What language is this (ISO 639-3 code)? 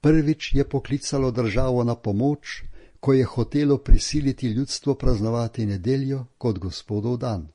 slv